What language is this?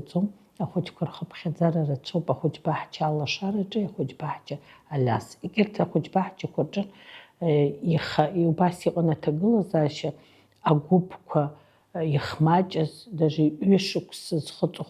Abkhazian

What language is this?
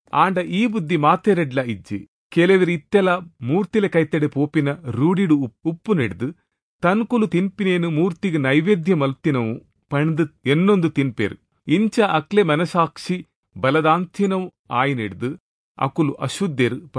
Tulu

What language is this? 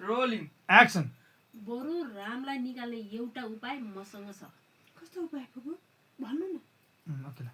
Nepali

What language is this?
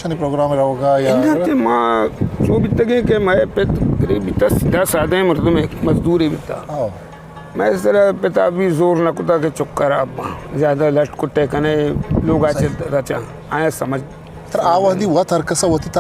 Eastern Balochi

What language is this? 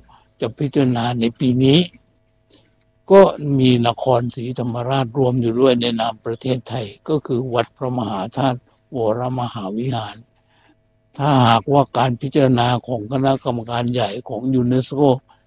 Thai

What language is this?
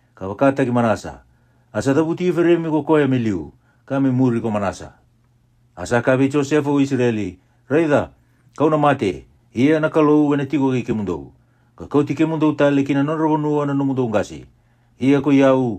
Fijian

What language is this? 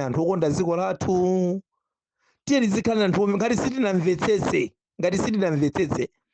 Nyanja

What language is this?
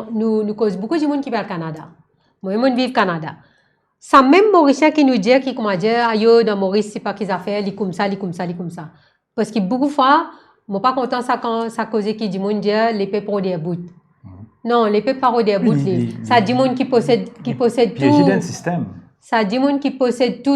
Morisyen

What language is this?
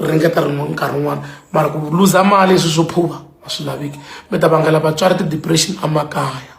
Tsonga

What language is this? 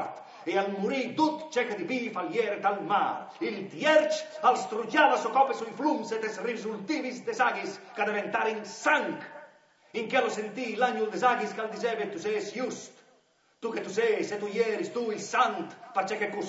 Friulian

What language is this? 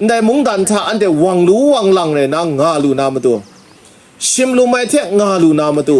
Kachin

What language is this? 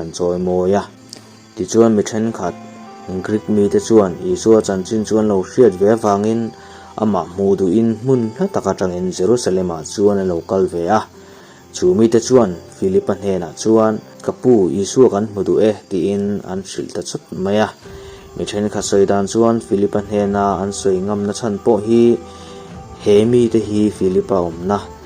Mizo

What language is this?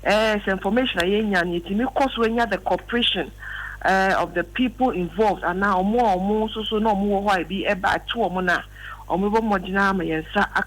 Akan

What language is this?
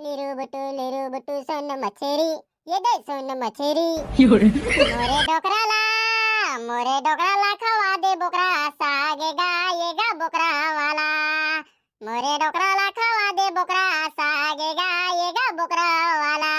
Chhattisgarhi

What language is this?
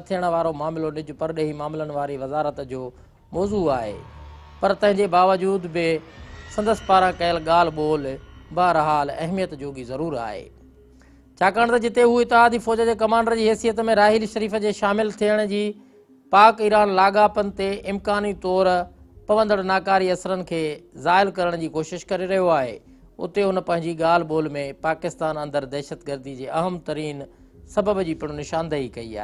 Sindhi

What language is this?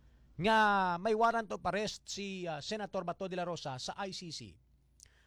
Hiligaynon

